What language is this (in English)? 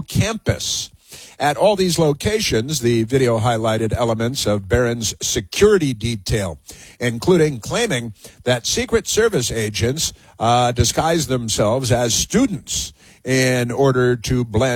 English